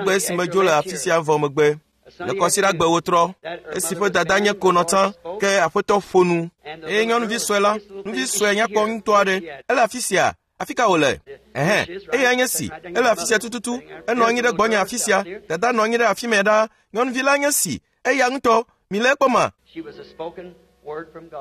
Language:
Ewe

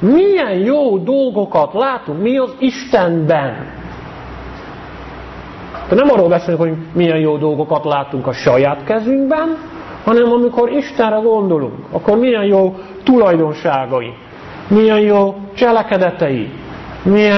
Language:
Hungarian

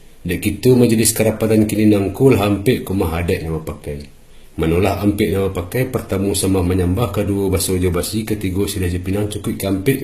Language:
Minangkabau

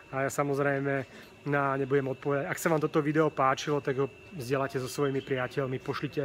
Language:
Slovak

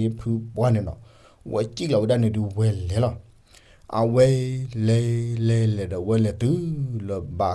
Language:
S'gaw Karen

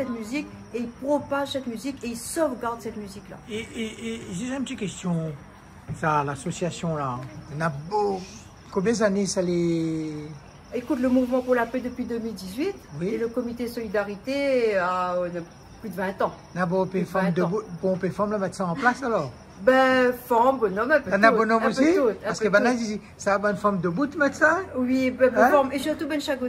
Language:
Réunion Creole French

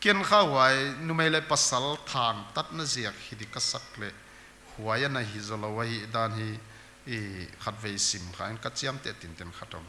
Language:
Paite Chin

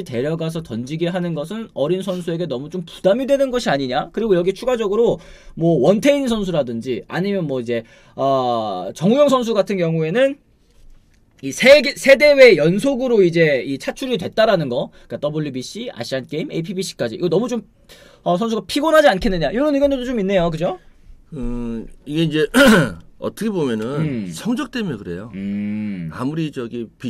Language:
Korean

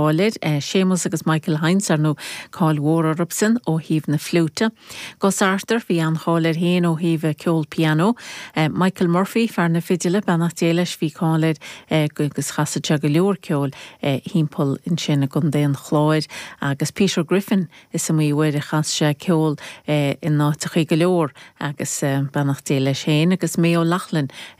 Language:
Irish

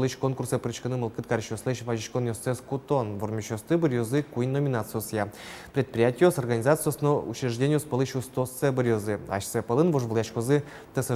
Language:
Udmurt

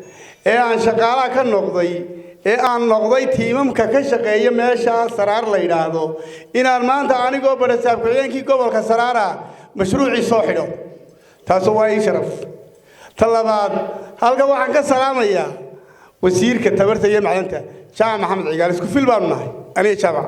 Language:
Somali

